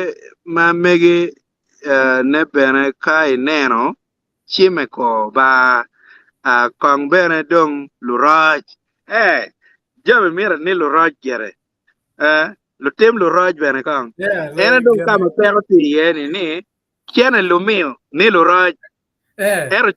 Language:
Acoli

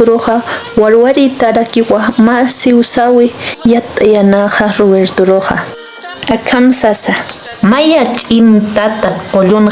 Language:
Aymara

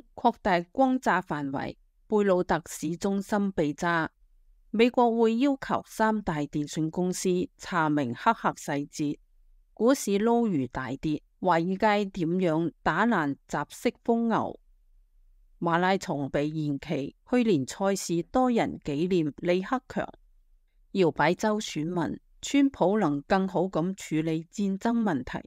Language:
Cantonese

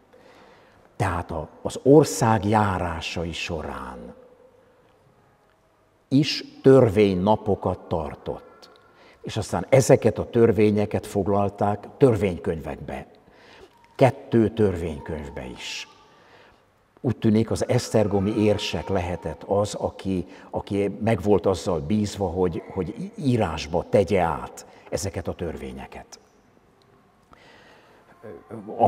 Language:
Hungarian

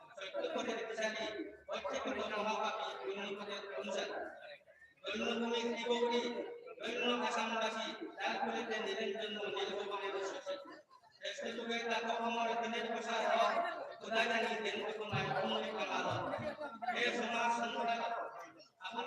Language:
Sylheti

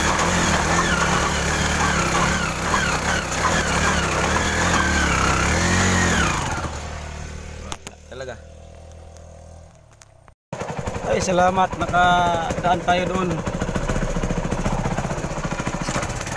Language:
Filipino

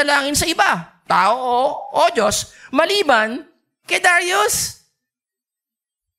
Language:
Filipino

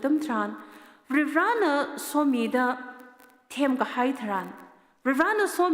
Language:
Tangkhul Naga (India)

